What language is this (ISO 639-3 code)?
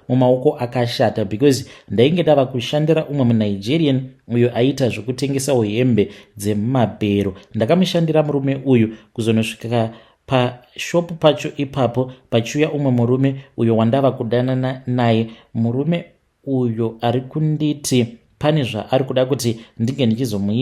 sna